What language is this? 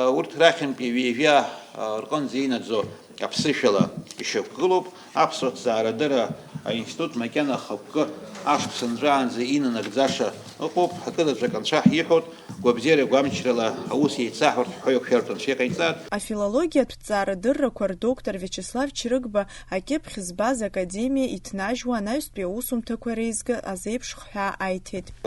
Abkhazian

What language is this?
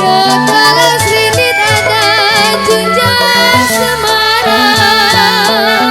Betawi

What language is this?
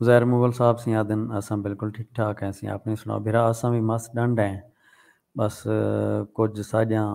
Saraiki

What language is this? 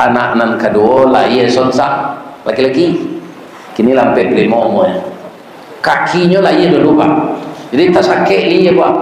Minangkabau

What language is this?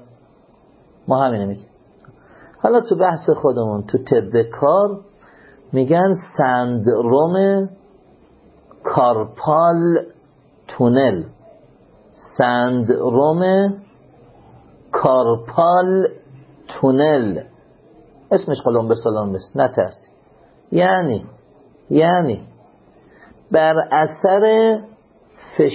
Persian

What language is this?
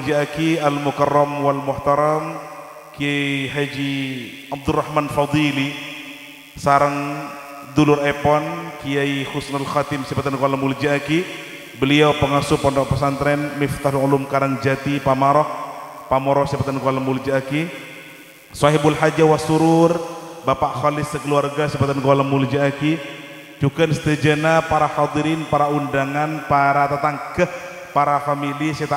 Madurese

